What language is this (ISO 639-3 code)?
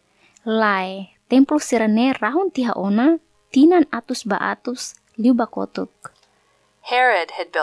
tet